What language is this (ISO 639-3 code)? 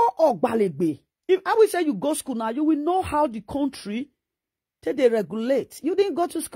pcm